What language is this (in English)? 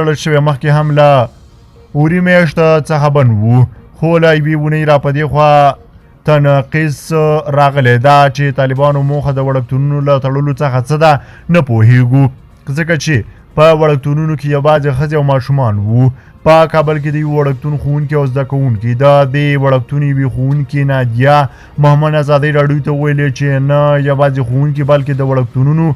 Pashto